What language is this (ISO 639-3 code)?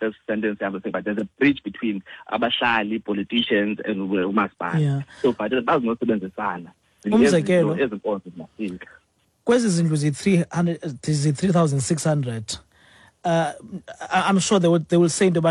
xho